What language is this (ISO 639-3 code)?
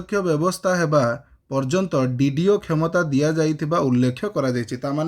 ori